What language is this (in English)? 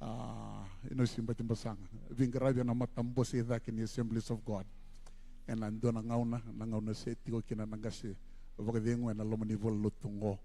Fijian